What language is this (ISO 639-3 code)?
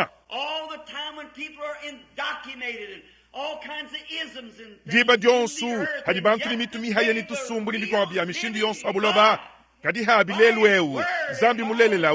lua